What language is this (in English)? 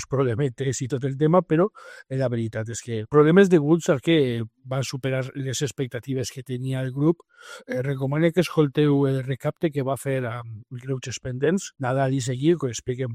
Catalan